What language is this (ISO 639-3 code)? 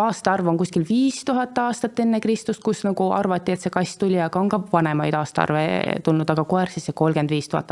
est